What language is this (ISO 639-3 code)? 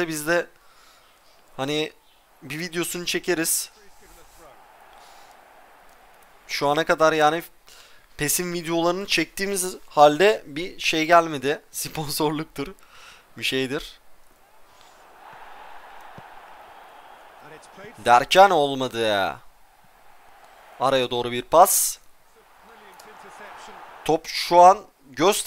tur